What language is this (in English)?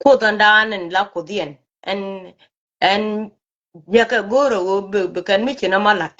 Nuer